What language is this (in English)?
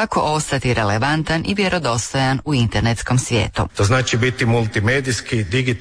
Croatian